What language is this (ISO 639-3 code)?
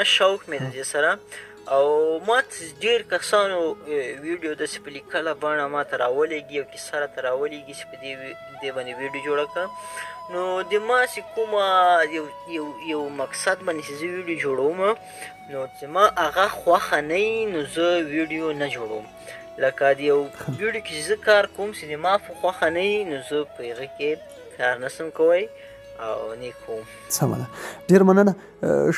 pus